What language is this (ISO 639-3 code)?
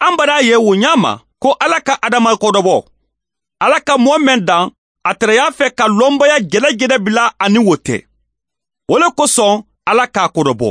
man